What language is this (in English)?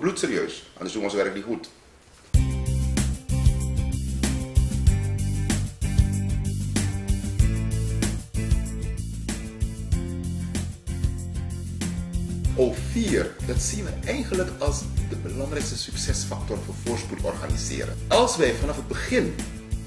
Dutch